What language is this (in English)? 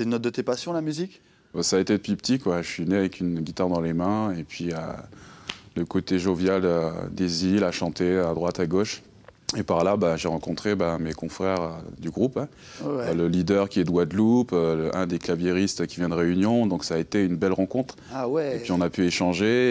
French